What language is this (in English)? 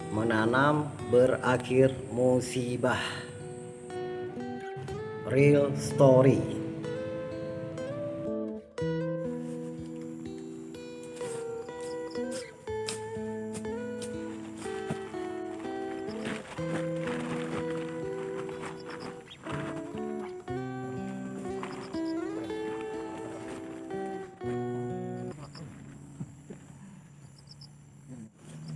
Indonesian